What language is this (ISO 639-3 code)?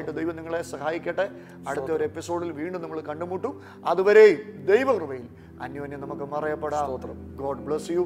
mal